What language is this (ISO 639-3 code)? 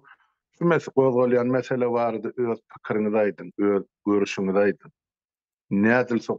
tuk